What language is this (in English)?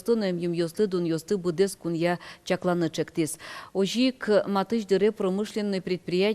Udmurt